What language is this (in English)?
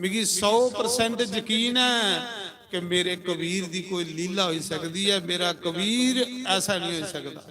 Dogri